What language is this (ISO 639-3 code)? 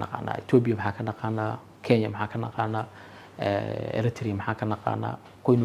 som